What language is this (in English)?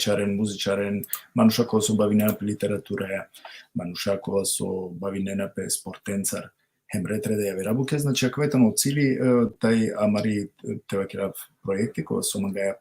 Balkan Romani